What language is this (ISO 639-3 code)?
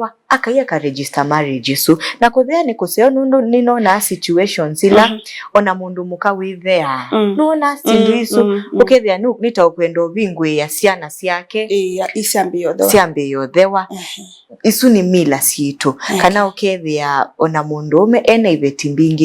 kam